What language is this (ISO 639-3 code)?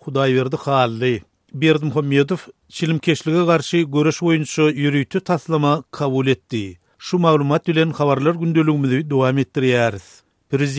tuk